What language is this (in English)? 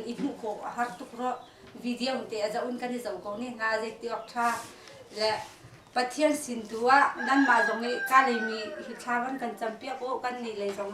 Hakha Chin